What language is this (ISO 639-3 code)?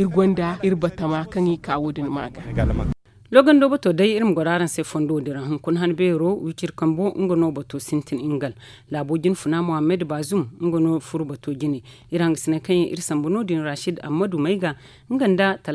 dje